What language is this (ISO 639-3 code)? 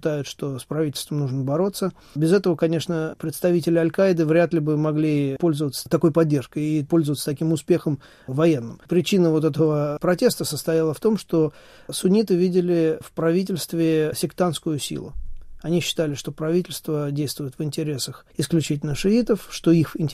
rus